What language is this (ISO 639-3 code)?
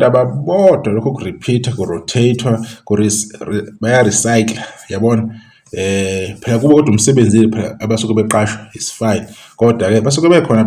zul